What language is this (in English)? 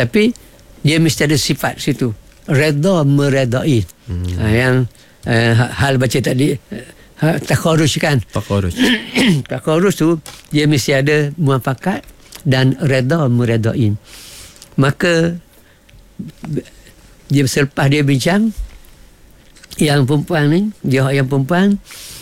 Malay